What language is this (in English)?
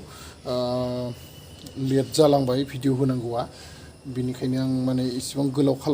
Bodo